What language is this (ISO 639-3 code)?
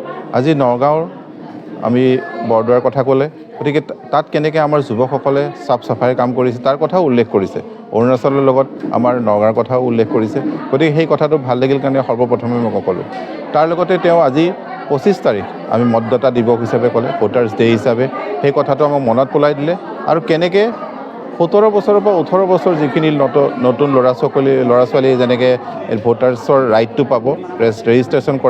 asm